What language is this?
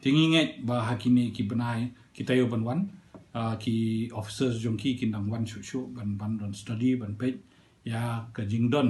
Khasi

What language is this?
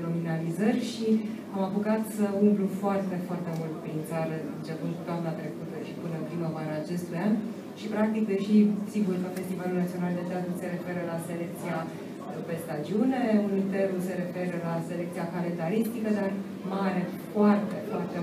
Romanian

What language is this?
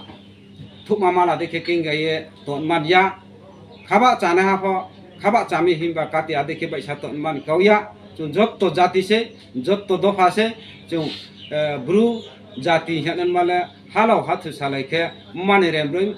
Riang (India)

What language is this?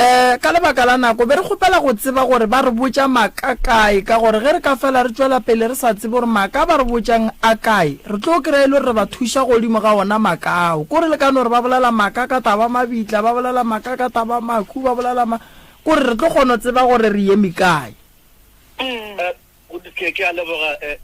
Northern Sotho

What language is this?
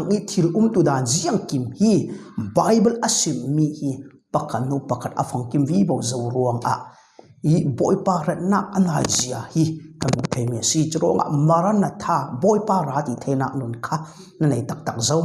Falam Chin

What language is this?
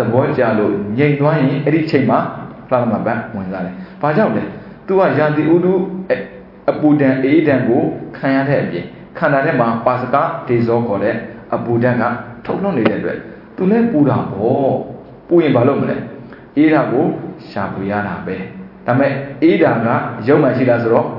Burmese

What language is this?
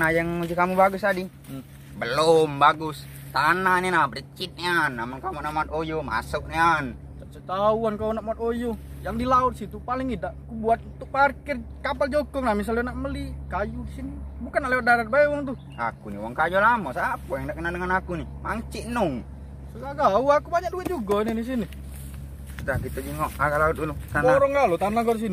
Musi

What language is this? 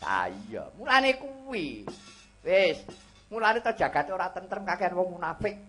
Javanese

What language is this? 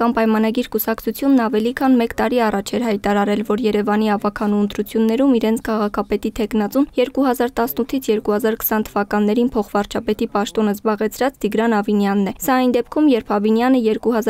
Armenian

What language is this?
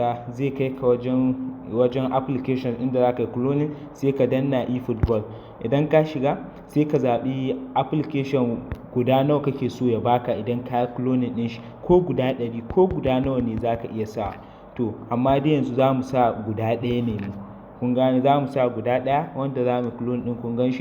Hausa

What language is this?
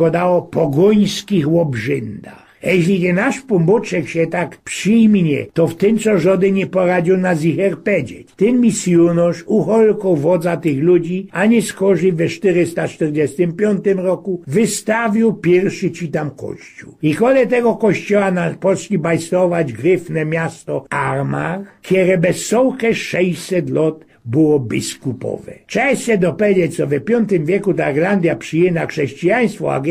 Silesian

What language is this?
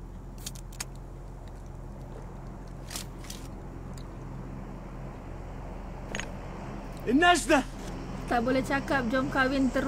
Malay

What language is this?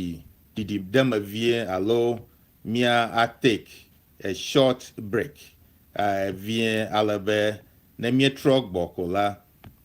Ewe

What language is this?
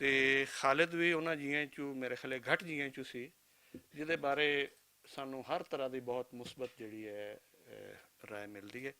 Western Panjabi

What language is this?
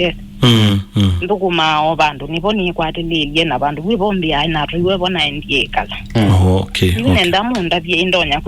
Kamba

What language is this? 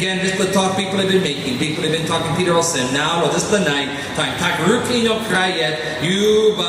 Tok Pisin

